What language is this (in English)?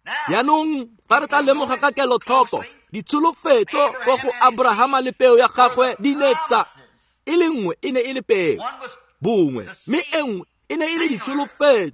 Tswana